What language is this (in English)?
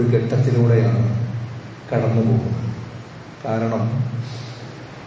Malayalam